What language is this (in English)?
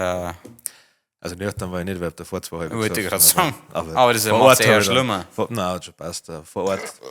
Bavarian